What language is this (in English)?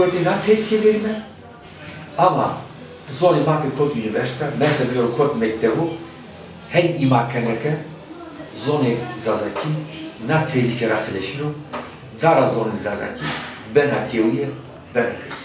Zaza